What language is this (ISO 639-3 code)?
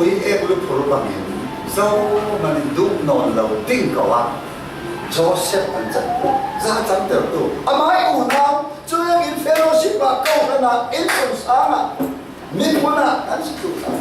cfm